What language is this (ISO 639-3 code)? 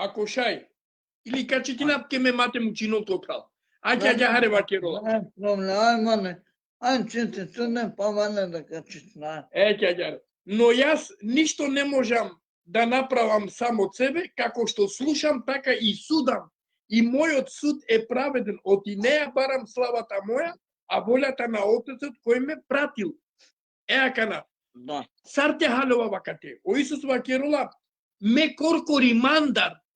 rmn